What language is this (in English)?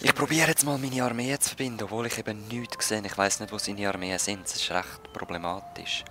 Swiss German